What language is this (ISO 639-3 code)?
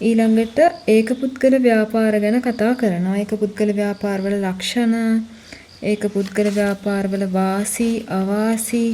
sin